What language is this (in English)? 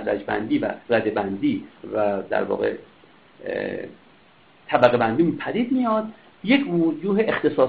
Persian